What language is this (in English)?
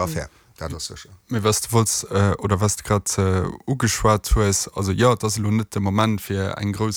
Luxembourgish